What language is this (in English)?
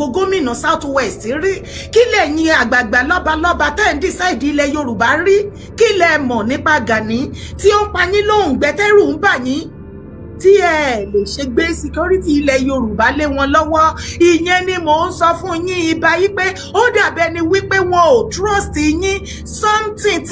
Yoruba